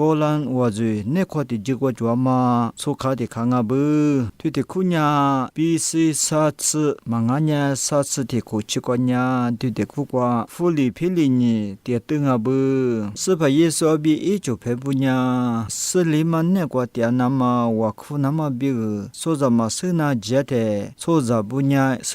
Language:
Lisu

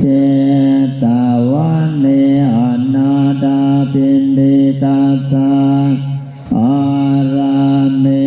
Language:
Pali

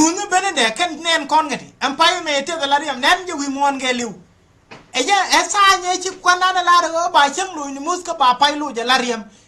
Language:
Nuer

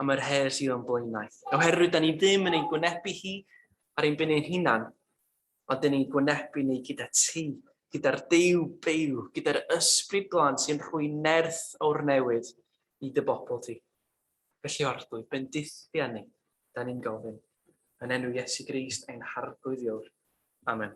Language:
Welsh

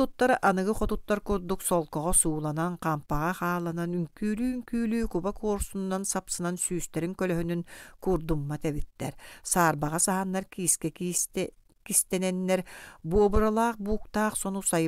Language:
Yakut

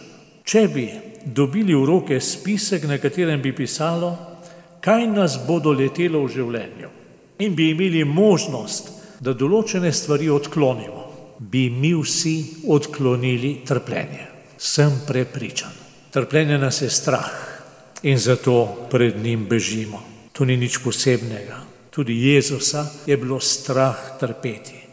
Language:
Slovenian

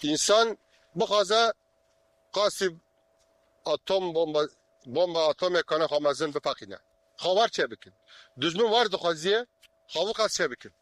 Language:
Kurdish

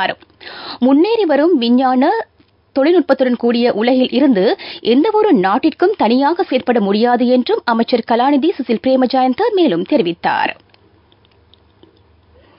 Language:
Tamil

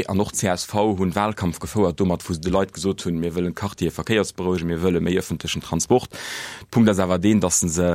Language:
Luxembourgish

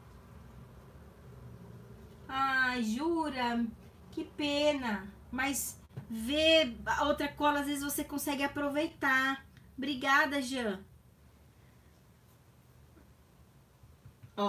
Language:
Portuguese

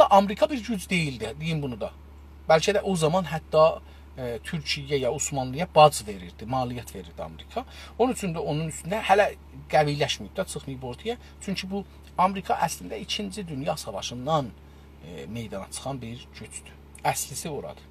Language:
South Azerbaijani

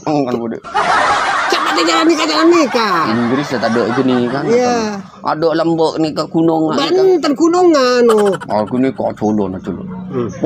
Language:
Madurese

